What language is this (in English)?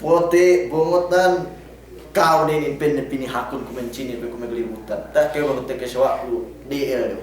Yakan